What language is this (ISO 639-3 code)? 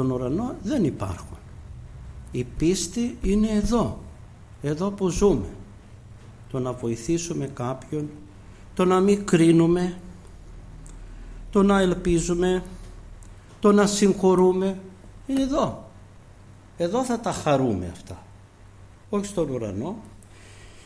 ell